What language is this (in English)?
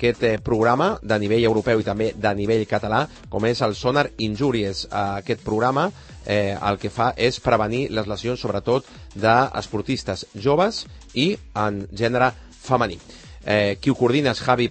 Catalan